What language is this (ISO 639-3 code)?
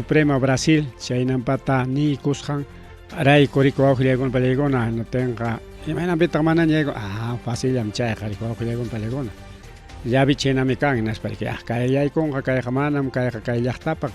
quy